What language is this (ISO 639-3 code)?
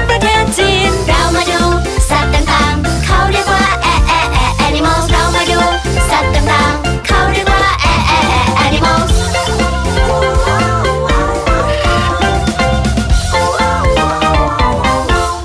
tha